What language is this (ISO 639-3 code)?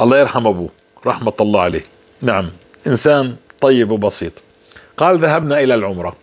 apc